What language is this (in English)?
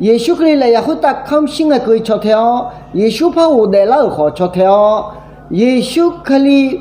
Akha